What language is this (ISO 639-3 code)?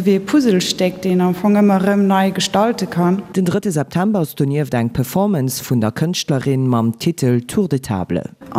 ltz